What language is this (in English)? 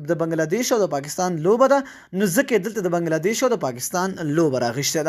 Pashto